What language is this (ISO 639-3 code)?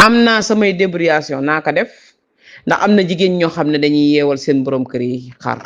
wol